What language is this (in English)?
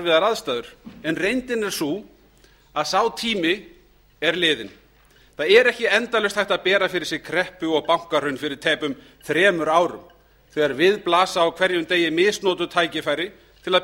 Icelandic